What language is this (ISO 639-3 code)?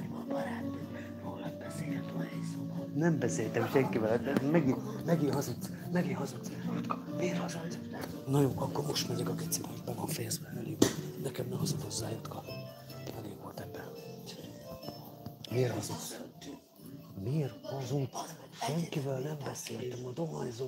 hun